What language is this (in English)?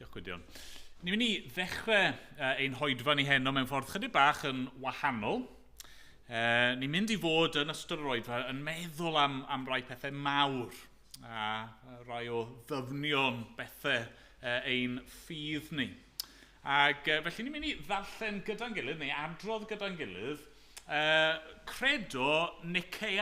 Welsh